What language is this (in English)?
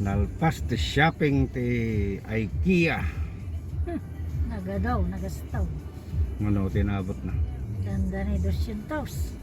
Iloko